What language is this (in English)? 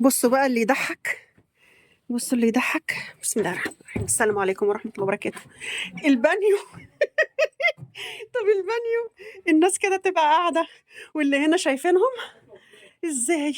Egyptian Arabic